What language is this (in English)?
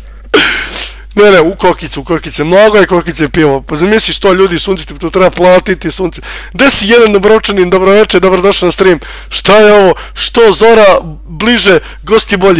Serbian